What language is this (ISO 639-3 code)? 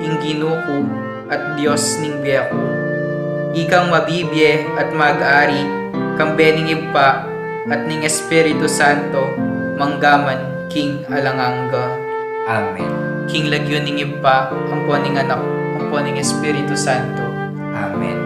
pam